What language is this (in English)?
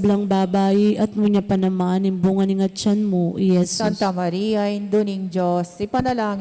Pampanga